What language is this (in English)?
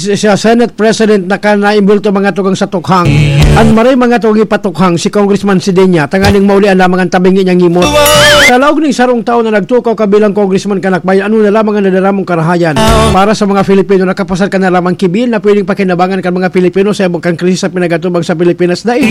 Bikol